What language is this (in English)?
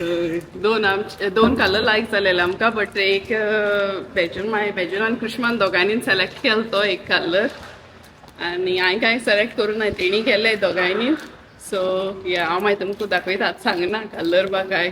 Konkani